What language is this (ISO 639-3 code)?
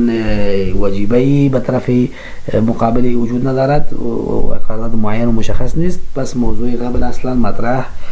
fas